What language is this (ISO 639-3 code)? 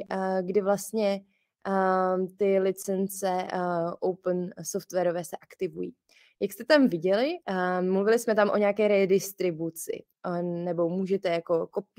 ces